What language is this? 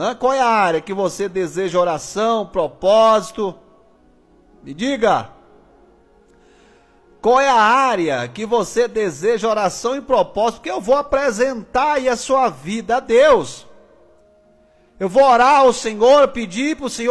Portuguese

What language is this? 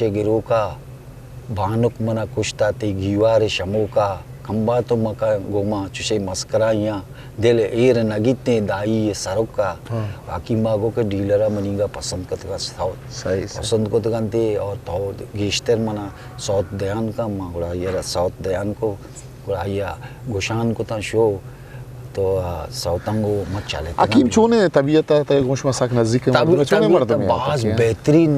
Eastern Balochi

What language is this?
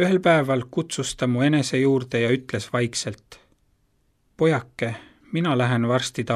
Estonian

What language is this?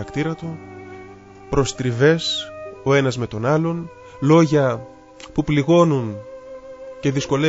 Greek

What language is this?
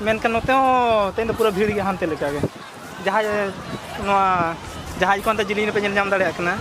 Santali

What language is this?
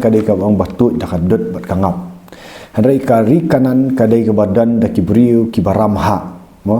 Khasi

